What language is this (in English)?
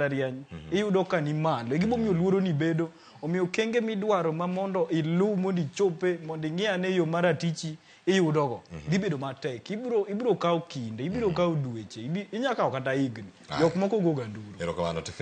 Luo (Kenya and Tanzania)